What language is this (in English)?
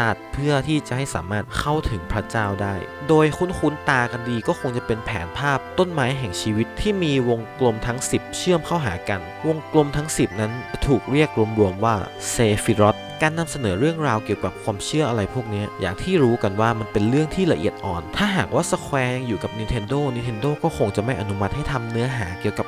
Thai